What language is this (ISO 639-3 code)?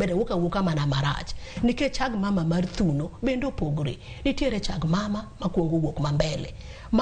luo